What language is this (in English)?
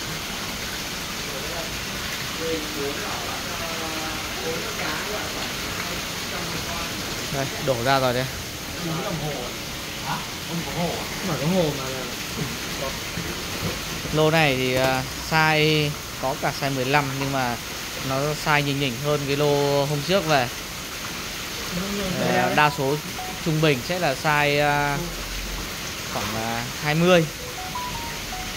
Vietnamese